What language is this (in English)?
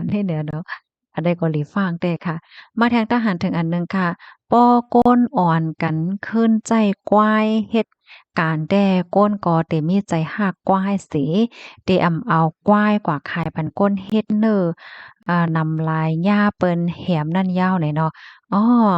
Shan